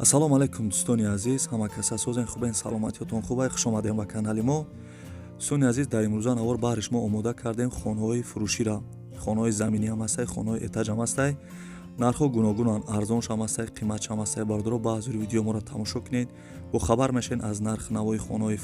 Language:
Tajik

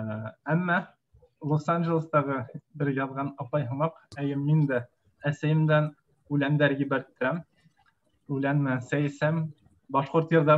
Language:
Bashkir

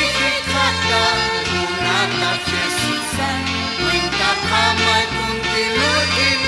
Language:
Aymara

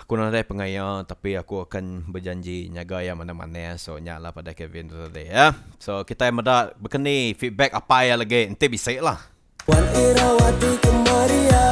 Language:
Iban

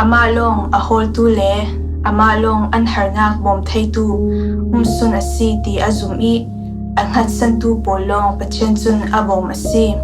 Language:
Falam Chin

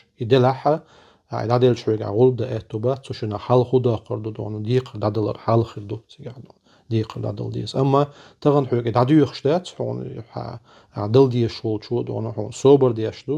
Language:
Chechen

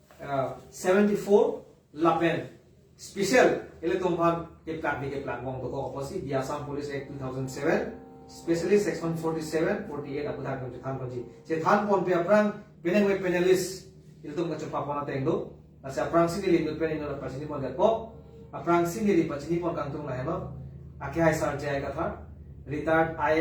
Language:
Karbi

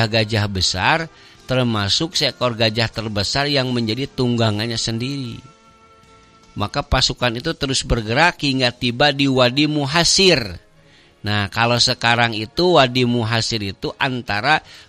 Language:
Indonesian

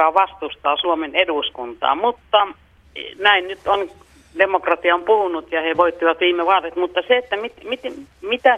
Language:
Finnish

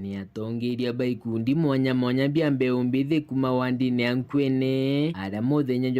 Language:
Meru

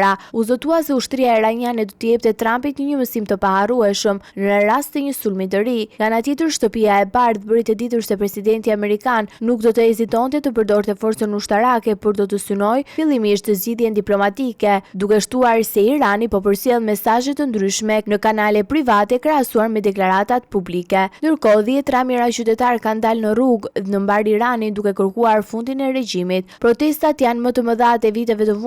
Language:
Albanian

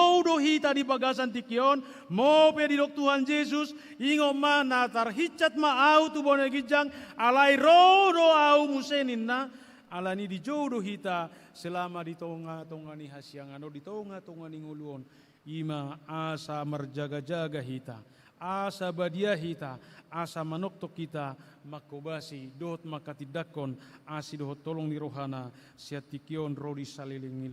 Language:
Batak Toba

